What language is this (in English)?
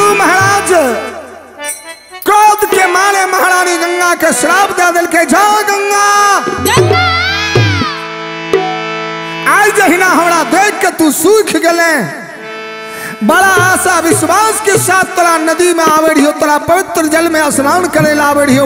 Bhojpuri